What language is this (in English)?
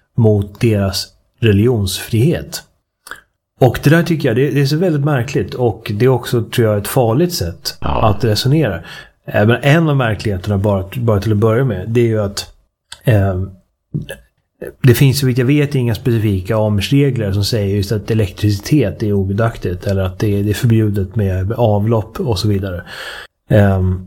Swedish